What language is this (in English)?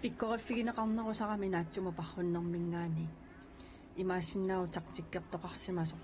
Kalaallisut